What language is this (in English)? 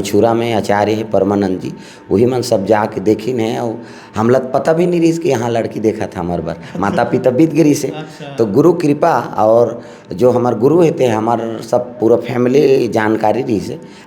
Chhattisgarhi